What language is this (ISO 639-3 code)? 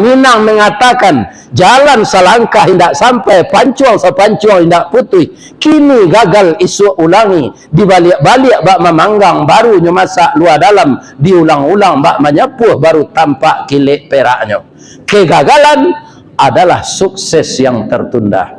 min